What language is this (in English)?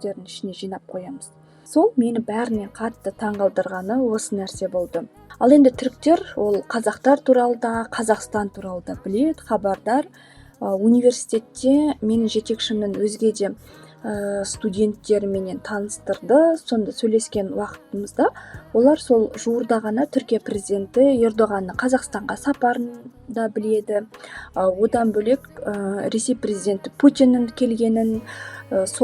Kazakh